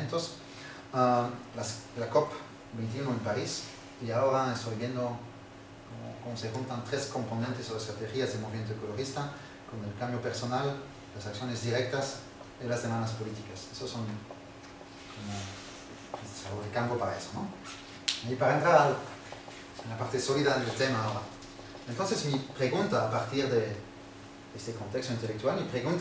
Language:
Spanish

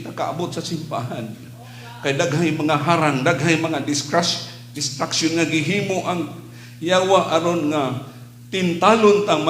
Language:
Cebuano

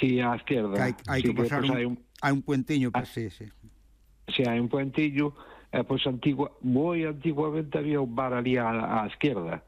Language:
Galician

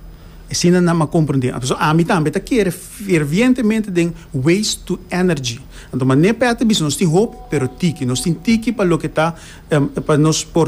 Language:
Papiamento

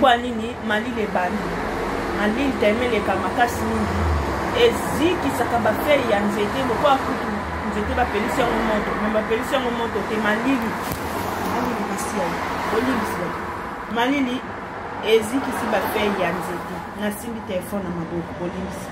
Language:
Lingala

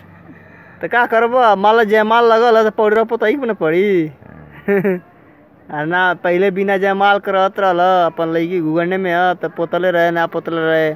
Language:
Bhojpuri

